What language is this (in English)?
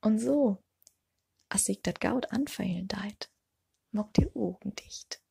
Low German